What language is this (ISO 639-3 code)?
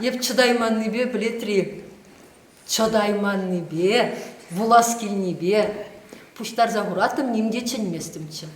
chv